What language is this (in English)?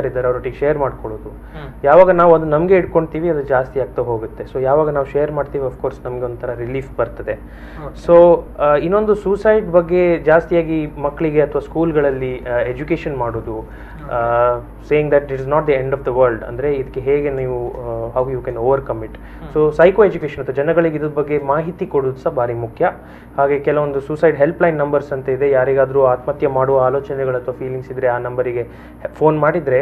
Kannada